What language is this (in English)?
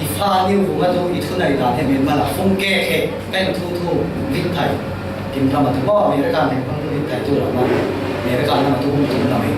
Falam Chin